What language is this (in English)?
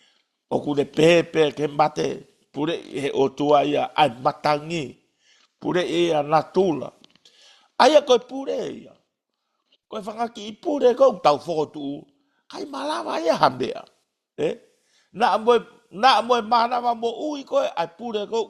Tongan